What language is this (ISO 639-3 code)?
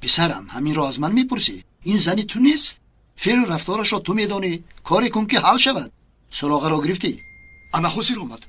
tgk